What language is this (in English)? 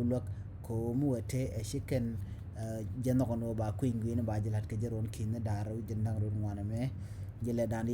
Nuer